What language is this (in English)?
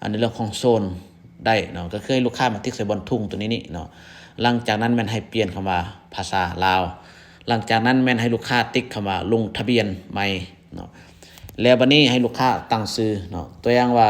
Lao